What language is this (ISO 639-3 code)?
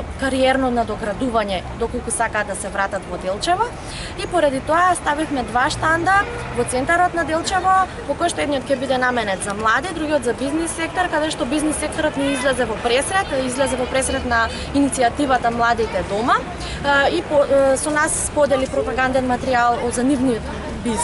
mkd